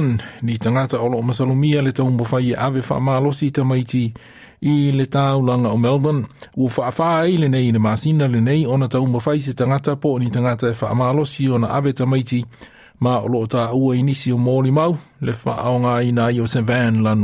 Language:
Samoan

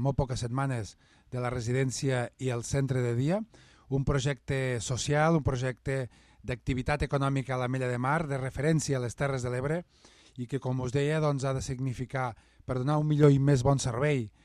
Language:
Catalan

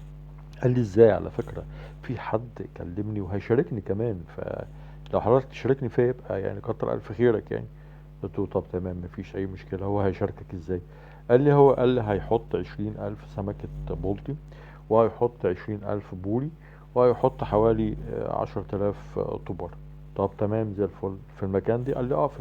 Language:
Egyptian Arabic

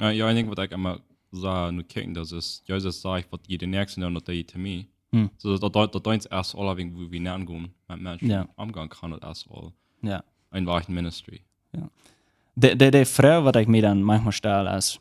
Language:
Plautdietsch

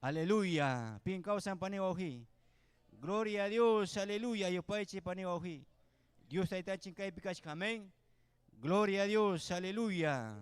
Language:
Ayacucho Quechua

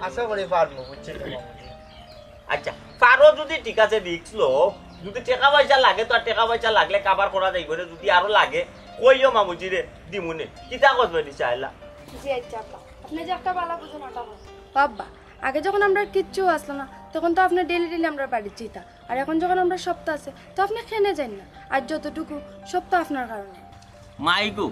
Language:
Sylheti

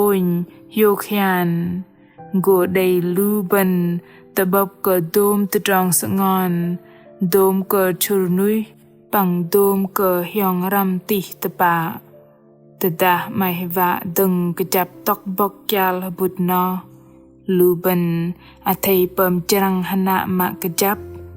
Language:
Bahnar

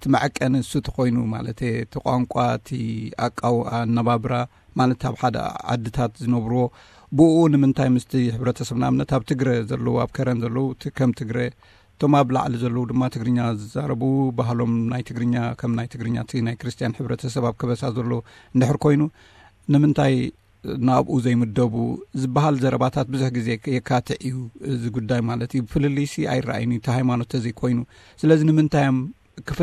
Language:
Tigrinya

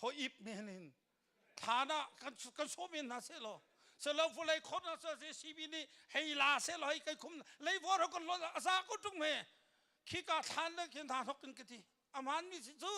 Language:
Hakha Chin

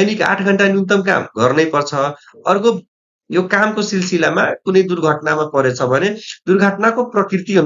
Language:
Nepali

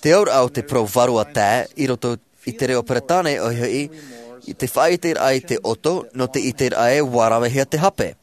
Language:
Tahitian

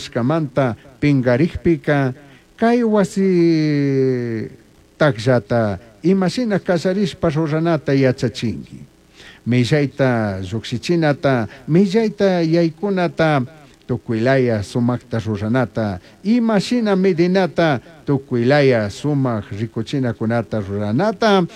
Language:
Chimborazo Highland Quichua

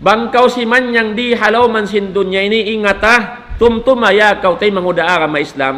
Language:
Tausug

